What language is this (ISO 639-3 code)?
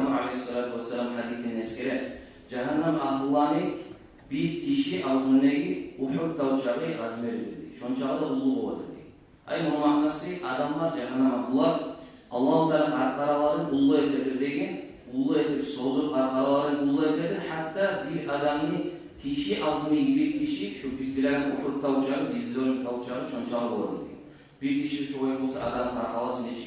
kum